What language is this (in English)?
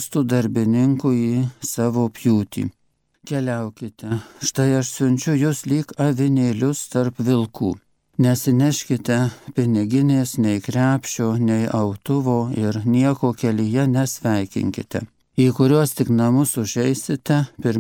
Lithuanian